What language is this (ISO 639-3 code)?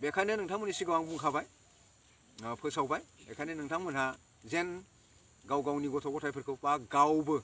brx